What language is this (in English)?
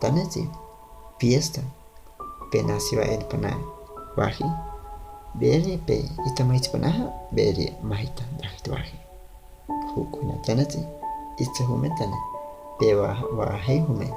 Guahibo